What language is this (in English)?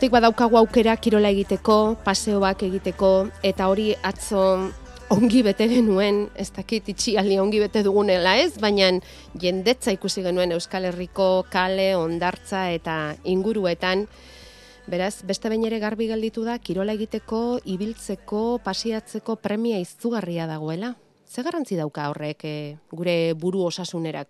Basque